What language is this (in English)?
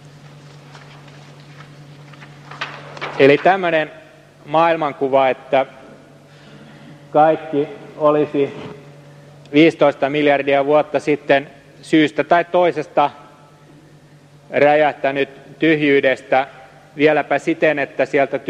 Finnish